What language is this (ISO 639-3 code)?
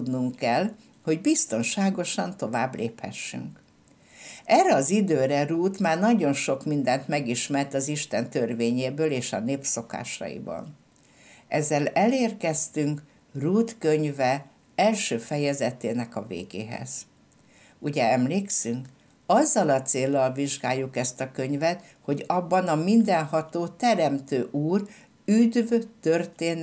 hun